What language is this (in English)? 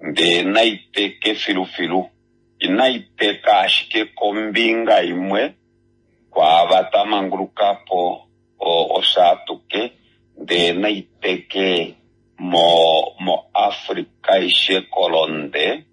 Kuanyama